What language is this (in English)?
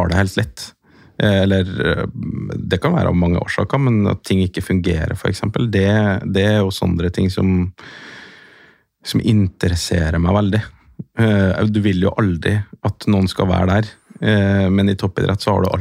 Norwegian